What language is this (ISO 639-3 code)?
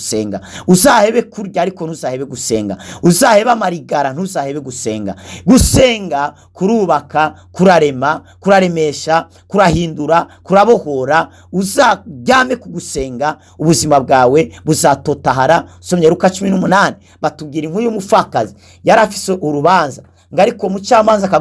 run